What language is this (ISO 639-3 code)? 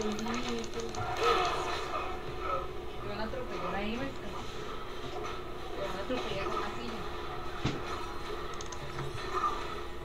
spa